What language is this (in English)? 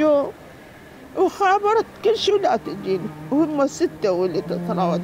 Mesopotamian Arabic